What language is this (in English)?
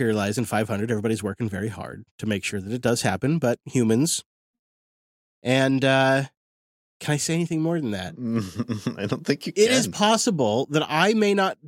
English